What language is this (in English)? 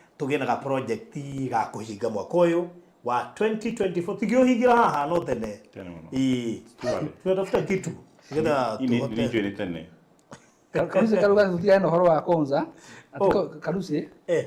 Kikuyu